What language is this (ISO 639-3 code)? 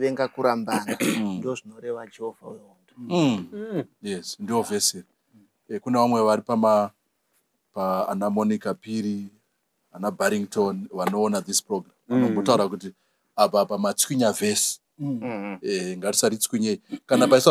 sna